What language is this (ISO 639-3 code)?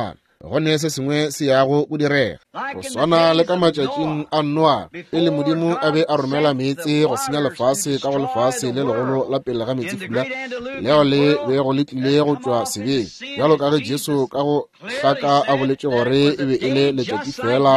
nso